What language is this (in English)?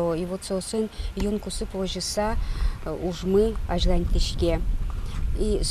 Udmurt